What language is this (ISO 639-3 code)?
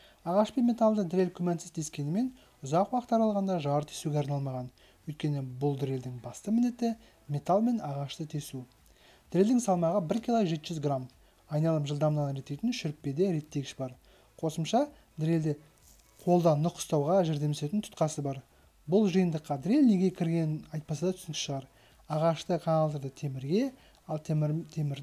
kaz